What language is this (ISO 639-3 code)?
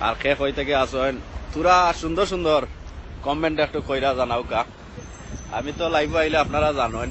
syl